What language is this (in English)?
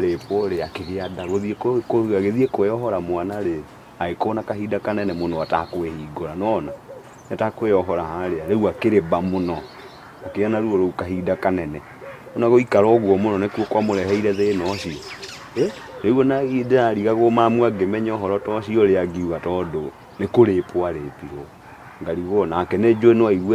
Kikuyu